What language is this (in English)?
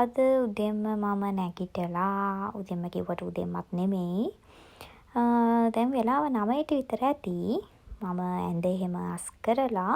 Sinhala